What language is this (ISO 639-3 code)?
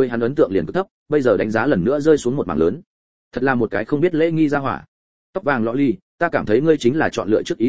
vie